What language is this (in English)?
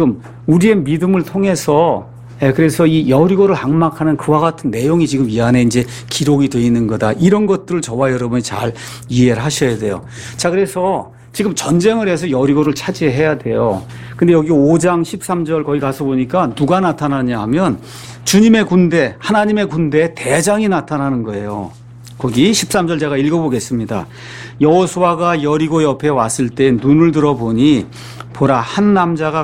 Korean